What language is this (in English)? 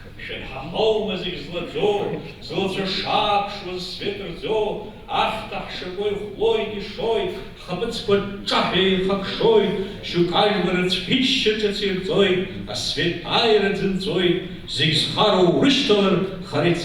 Abkhazian